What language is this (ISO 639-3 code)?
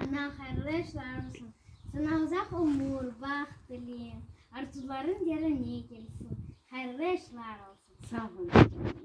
crh